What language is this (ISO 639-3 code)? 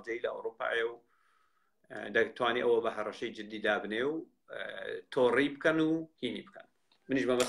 ckb